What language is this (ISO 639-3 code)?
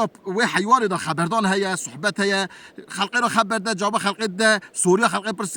kur